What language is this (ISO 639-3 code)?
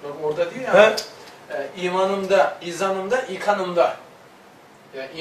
tur